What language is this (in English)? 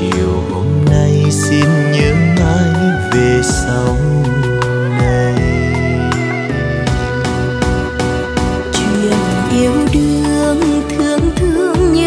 Vietnamese